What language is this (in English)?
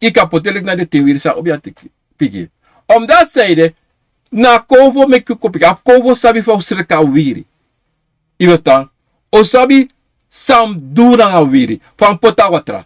Sranan Tongo